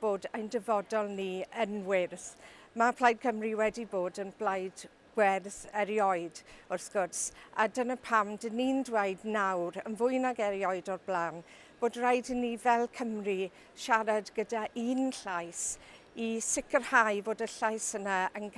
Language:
Welsh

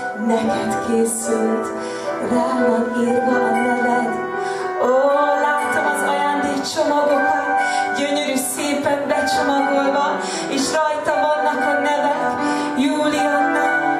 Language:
Hungarian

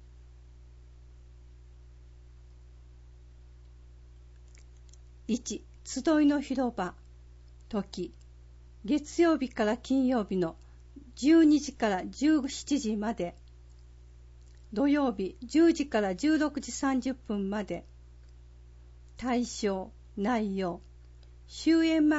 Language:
Japanese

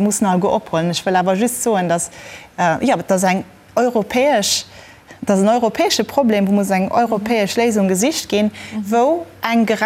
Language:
Luxembourgish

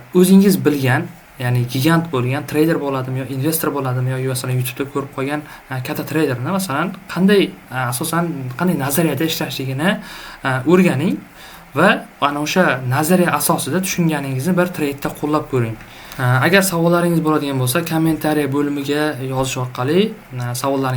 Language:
Uzbek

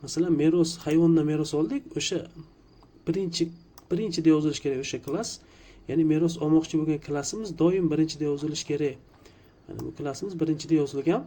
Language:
Uzbek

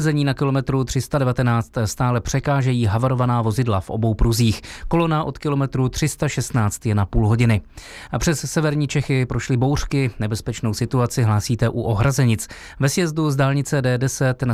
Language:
Czech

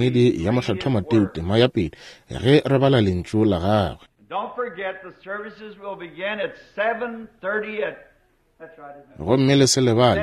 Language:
Northern Sotho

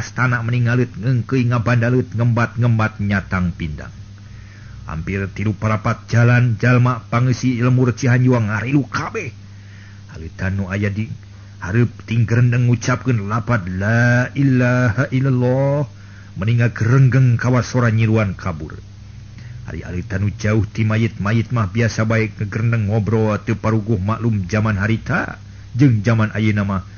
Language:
Sundanese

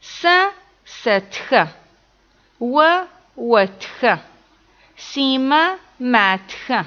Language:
Adyghe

